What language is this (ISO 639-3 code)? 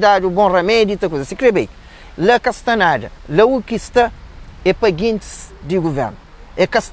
kea